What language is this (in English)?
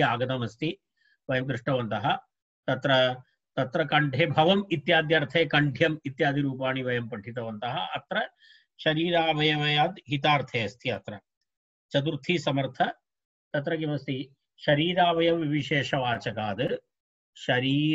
Sanskrit